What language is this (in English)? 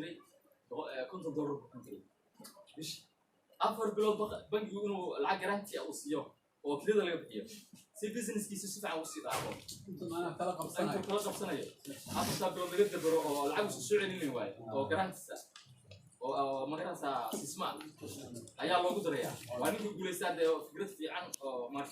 Somali